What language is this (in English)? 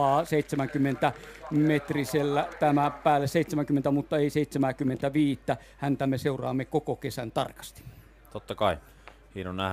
Finnish